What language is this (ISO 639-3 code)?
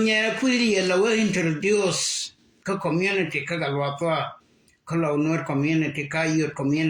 nus